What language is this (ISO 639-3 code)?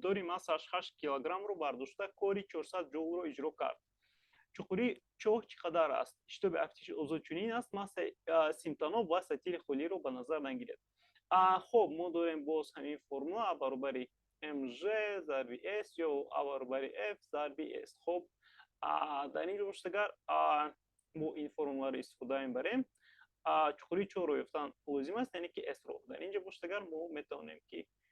tgk